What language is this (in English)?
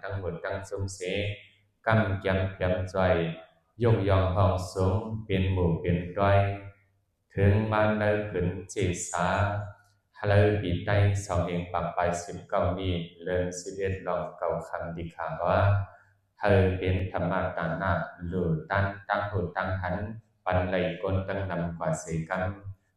Shan